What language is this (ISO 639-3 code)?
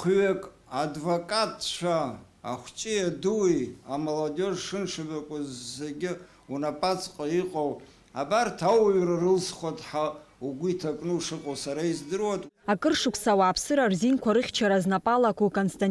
abk